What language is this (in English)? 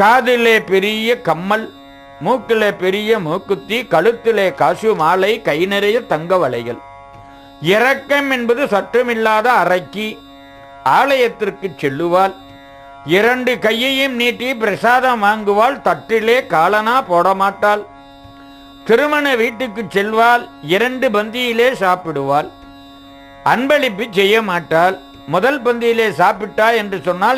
Tamil